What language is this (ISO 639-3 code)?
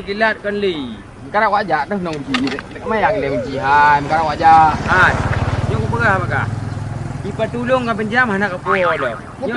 ace